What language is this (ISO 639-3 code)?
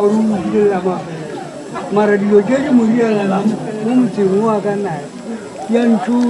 nso